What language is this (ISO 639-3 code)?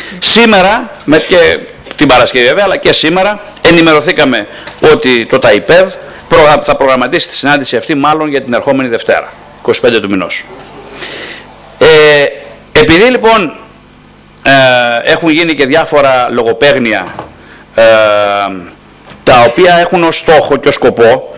ell